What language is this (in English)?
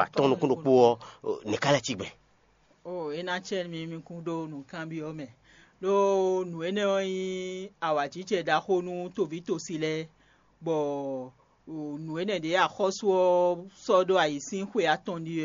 Fon